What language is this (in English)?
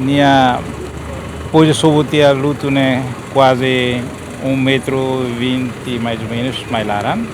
Tetum